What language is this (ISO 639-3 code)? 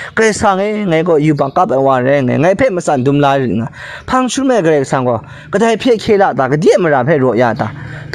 kac